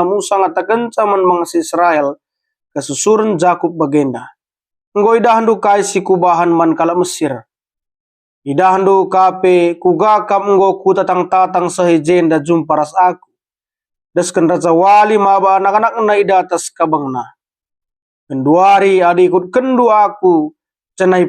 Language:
Batak Karo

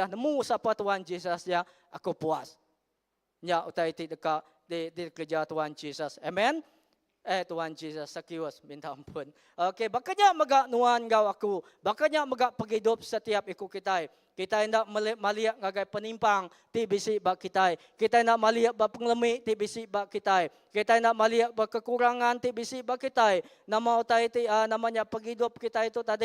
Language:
Iban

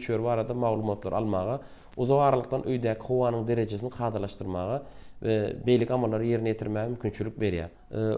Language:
Turkmen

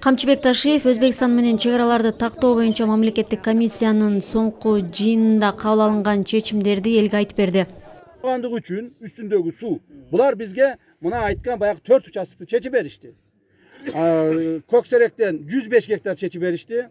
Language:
Kyrgyz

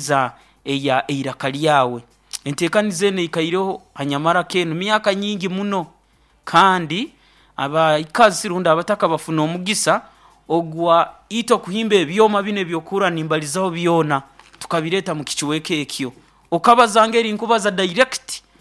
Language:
Nyoro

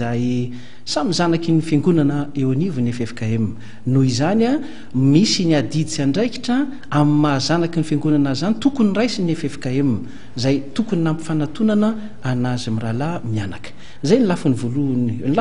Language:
Malagasy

